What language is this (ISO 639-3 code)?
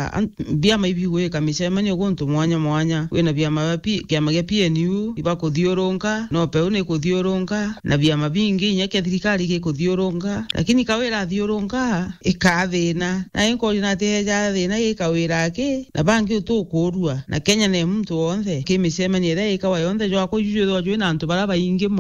mer